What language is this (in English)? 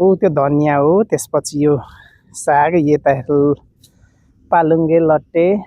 Nepali